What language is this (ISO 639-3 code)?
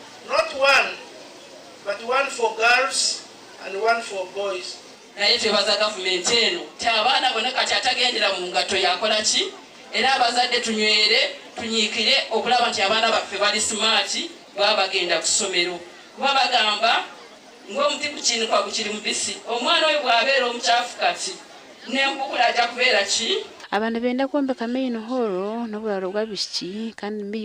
nyn